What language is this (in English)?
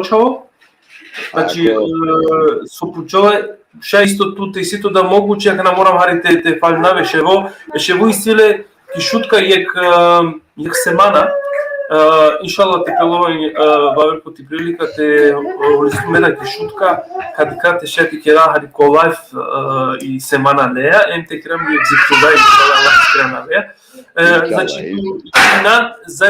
Balkan Romani